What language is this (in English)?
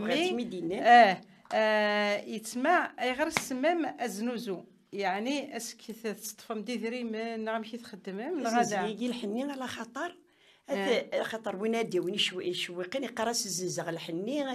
Kabyle